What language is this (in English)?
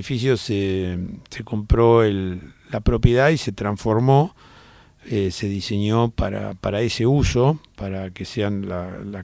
Spanish